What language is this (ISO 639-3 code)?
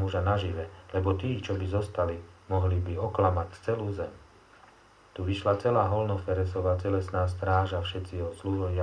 slk